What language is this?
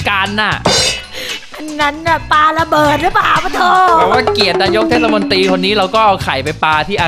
Thai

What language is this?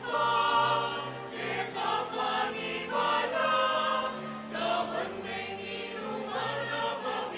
Pampanga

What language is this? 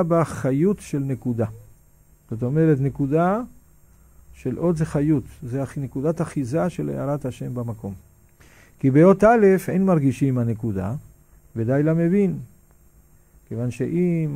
Hebrew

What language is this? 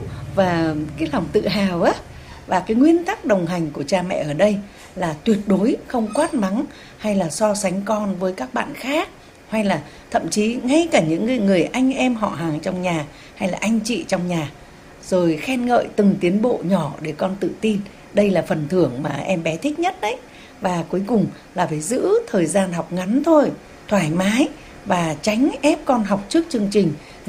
Vietnamese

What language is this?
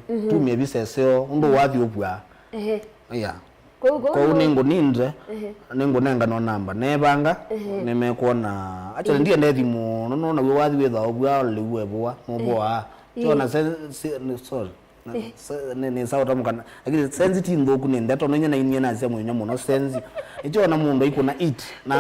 Kamba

